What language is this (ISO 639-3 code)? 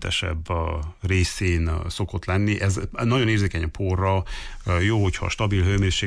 hun